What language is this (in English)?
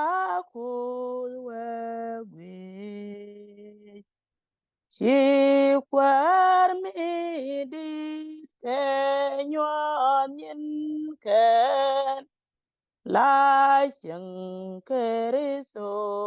Nuer